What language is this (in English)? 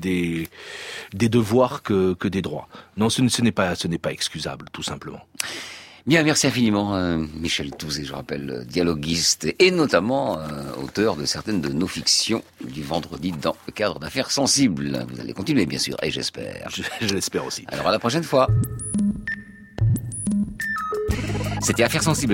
French